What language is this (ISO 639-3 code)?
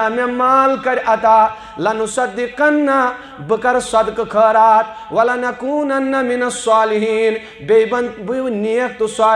kas